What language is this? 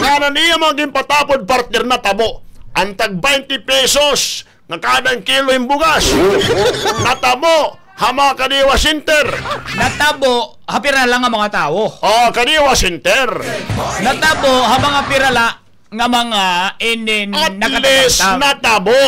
Waray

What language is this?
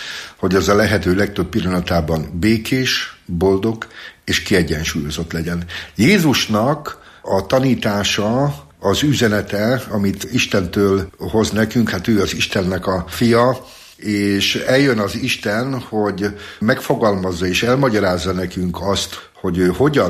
Hungarian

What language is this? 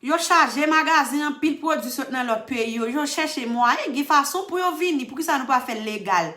Haitian Creole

